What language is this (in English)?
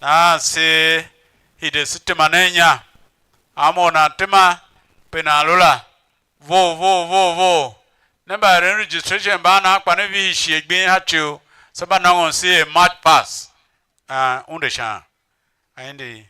Tiv